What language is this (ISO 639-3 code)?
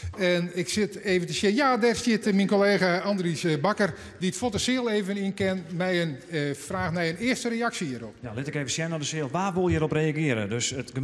fry